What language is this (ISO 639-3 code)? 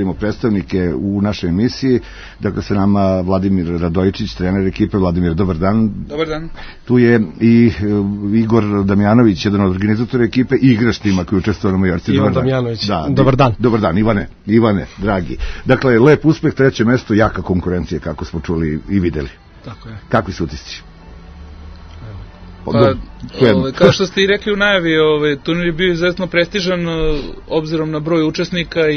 srp